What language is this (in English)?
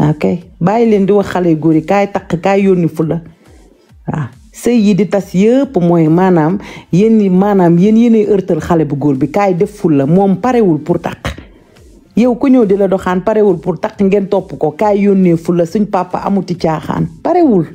Wolof